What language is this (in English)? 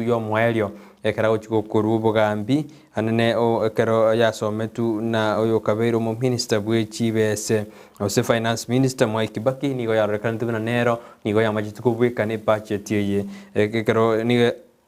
Gusii